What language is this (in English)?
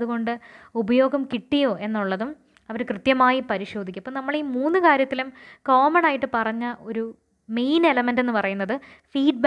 Malayalam